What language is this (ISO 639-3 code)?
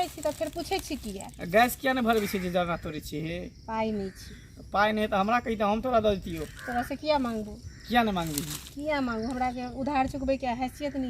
mai